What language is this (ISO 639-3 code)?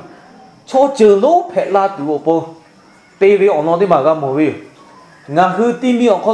lhu